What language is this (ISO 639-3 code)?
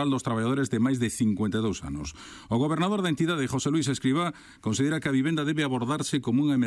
glg